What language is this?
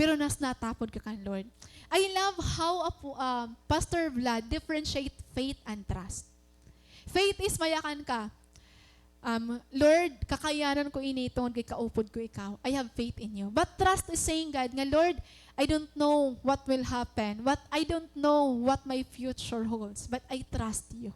Waray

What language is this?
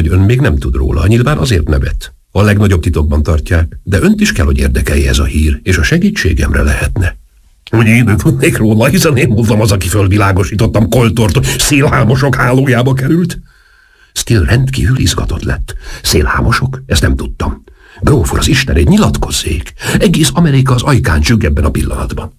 Hungarian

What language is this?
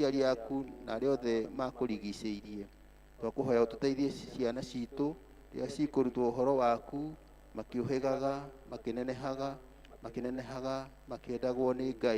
Kikuyu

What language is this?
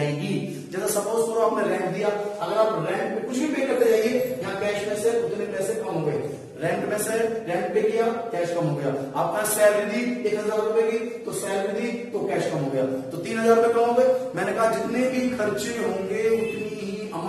Hindi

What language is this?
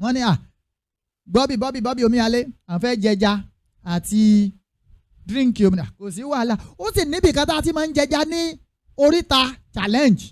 Yoruba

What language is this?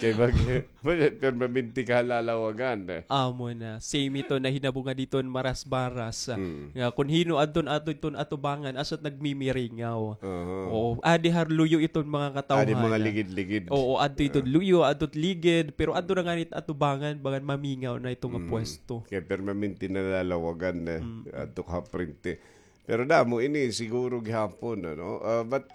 Waray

